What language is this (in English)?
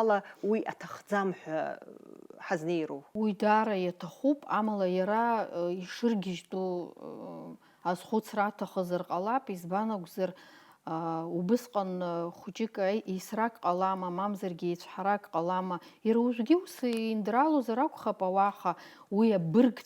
Abkhazian